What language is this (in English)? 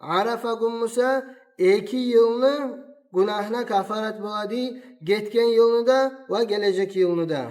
Kumyk